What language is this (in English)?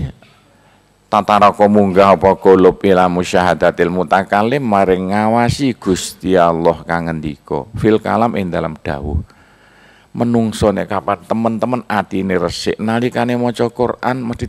Javanese